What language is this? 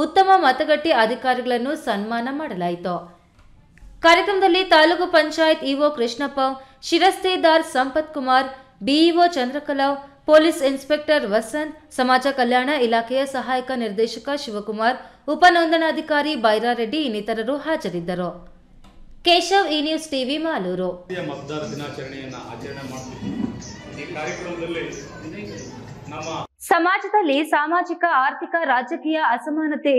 Kannada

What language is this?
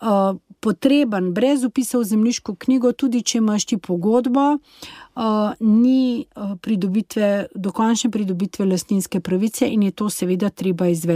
Slovenian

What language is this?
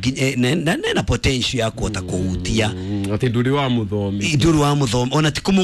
Kikuyu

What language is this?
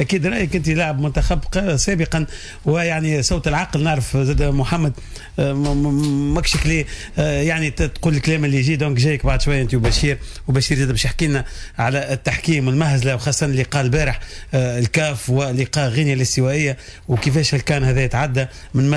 Tunisian Arabic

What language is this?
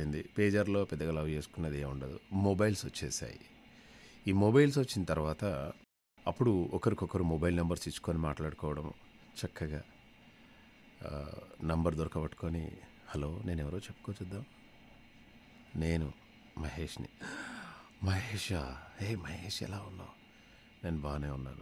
Telugu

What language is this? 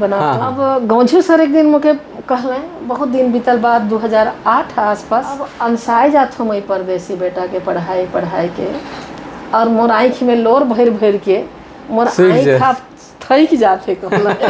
Sadri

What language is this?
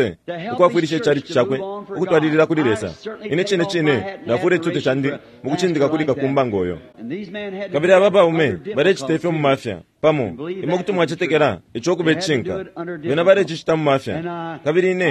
Bemba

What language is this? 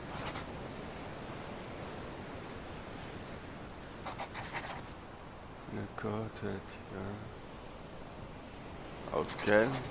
French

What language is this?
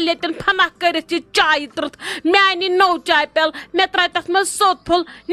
Kashmiri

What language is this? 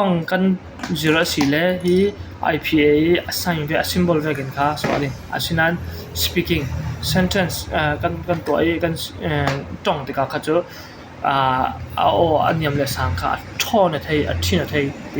Falam Chin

